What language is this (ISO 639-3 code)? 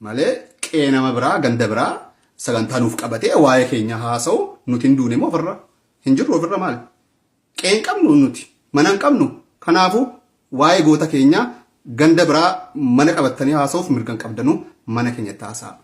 orm